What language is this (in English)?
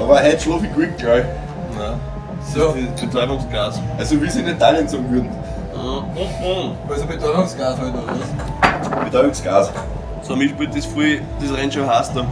Bavarian